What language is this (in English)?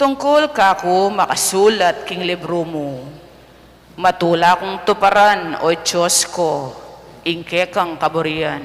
Pampanga